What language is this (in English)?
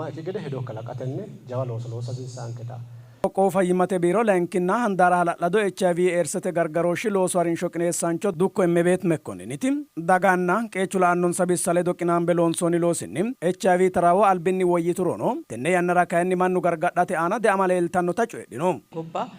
Sidamo